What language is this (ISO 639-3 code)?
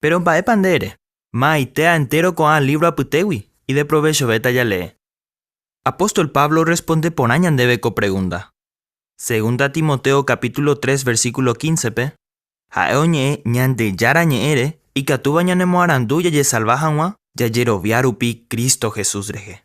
grn